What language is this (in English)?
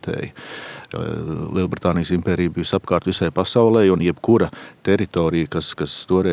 Latvian